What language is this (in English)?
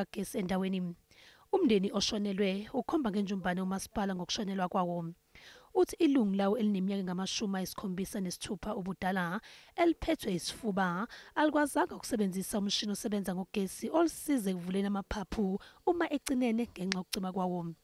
Zulu